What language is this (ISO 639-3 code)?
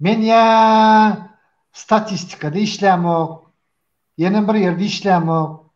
tuk